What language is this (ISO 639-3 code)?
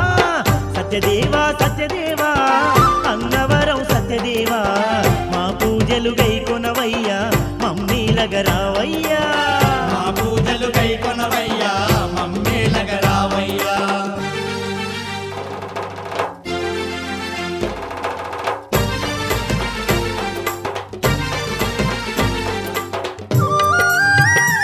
tel